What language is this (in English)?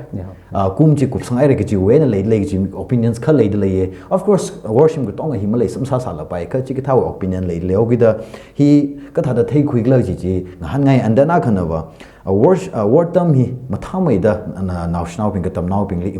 Tangkhul Naga (India)